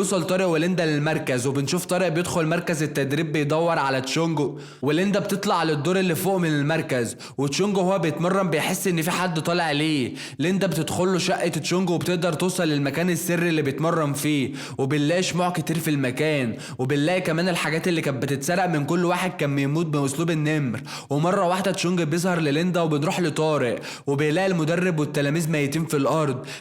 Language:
Egyptian Arabic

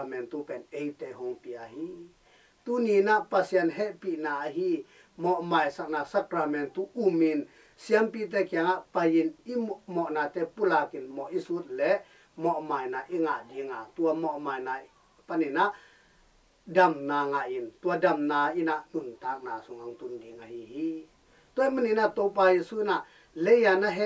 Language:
Tedim Chin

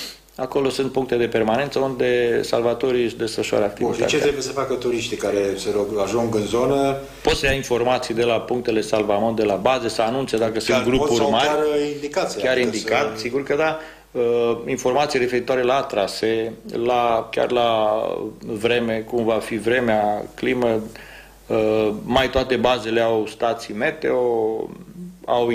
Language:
Romanian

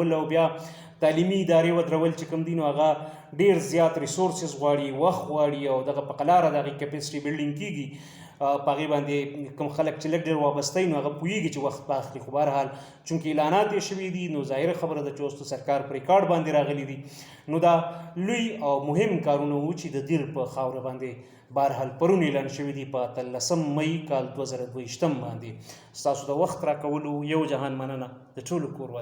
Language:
Pashto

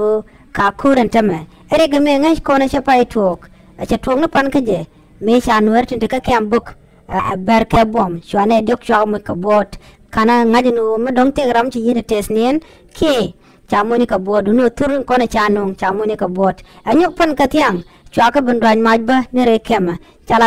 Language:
Nuer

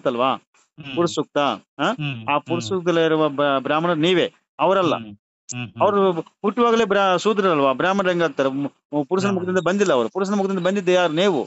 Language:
Kannada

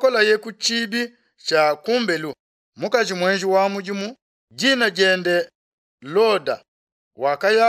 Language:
Luba-Lulua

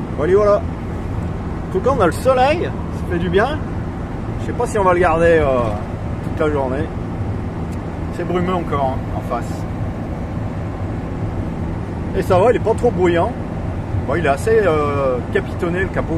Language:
French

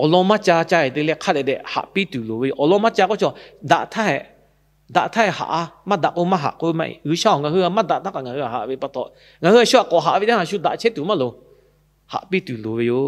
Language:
Lahu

